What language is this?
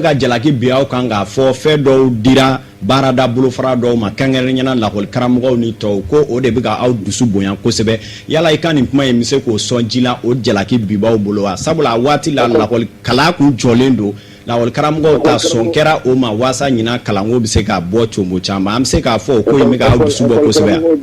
Bambara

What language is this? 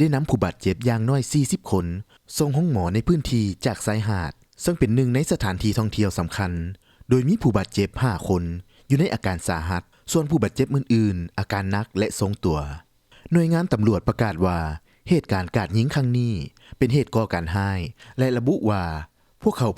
Lao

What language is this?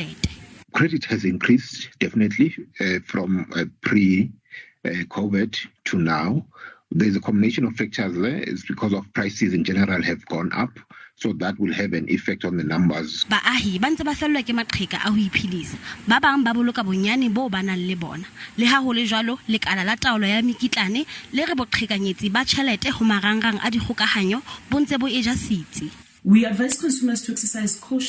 Southern Sotho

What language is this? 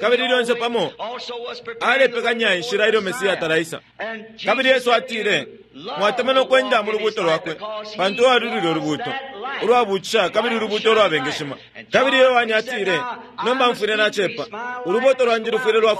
Bemba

